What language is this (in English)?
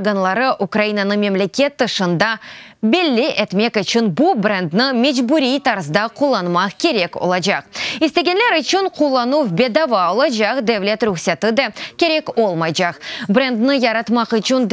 Crimean Tatar